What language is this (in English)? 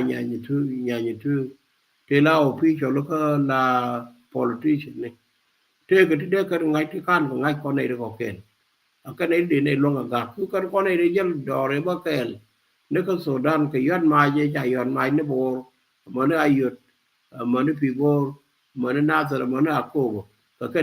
Nuer